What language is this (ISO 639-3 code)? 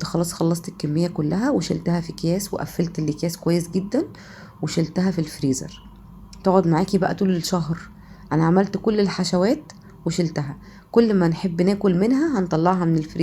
arz